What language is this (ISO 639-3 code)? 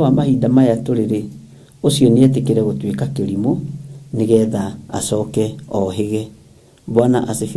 kik